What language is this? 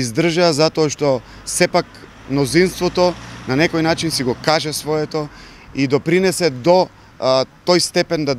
Macedonian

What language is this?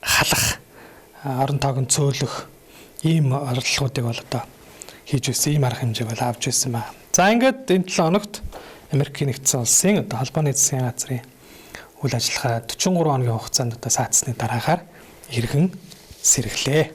Mongolian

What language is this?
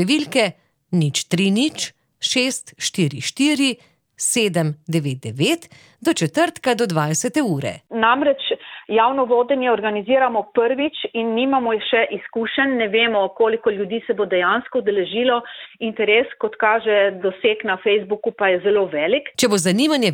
Slovenian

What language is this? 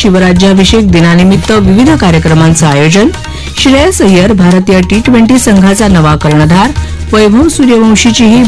Marathi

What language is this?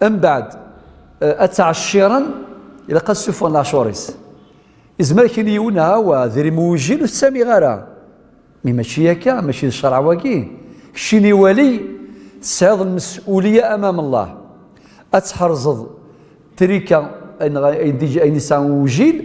Kabyle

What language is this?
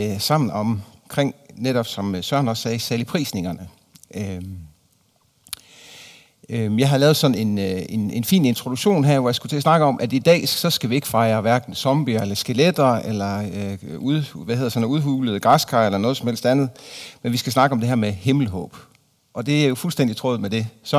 Danish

